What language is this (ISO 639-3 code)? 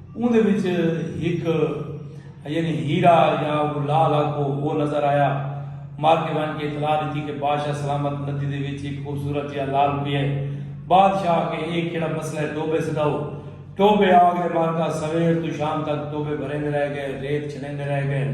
skr